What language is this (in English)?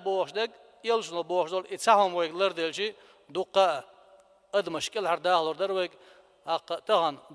Chechen